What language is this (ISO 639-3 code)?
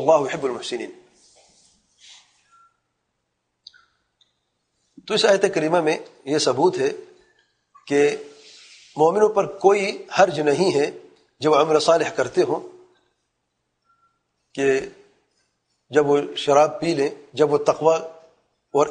urd